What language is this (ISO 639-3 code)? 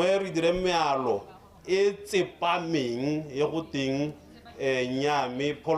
tsn